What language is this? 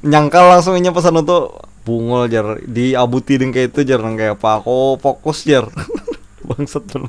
Banjar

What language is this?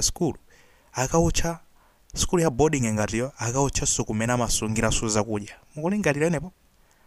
Nyanja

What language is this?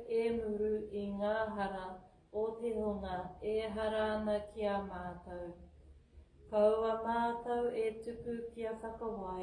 Māori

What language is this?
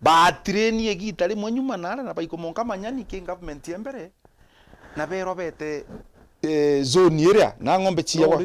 Meru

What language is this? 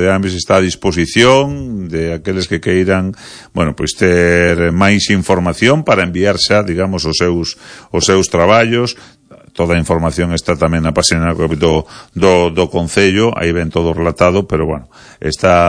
Galician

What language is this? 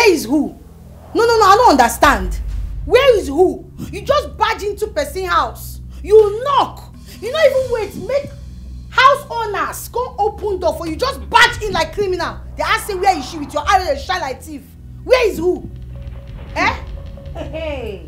Nigerian Pidgin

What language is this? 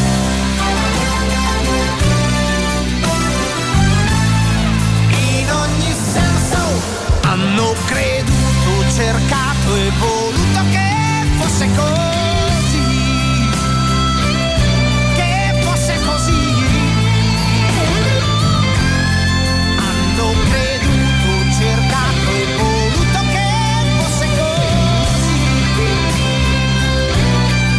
Italian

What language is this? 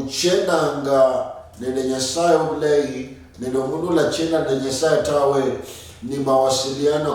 Luyia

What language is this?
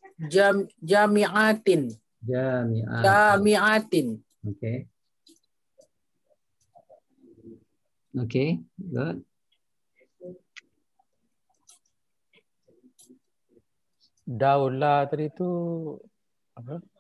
Malay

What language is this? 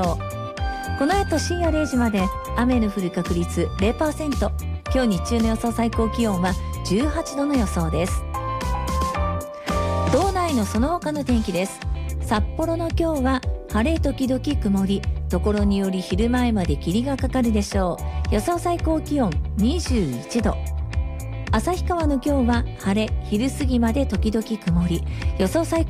Japanese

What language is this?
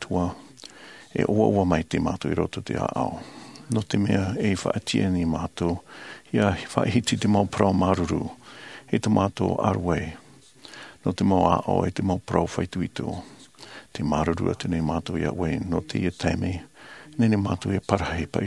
Tahitian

